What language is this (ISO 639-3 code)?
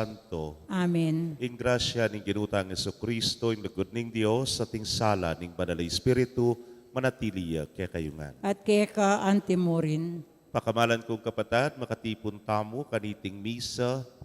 pam